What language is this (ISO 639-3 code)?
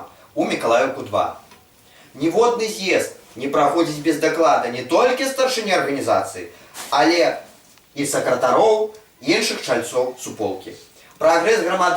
bel